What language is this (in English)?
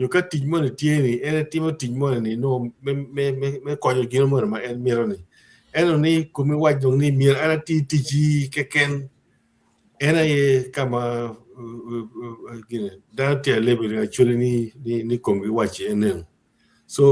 Acoli